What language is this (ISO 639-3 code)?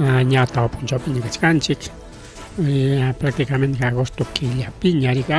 quy